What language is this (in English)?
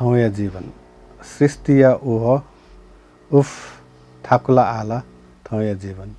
Newari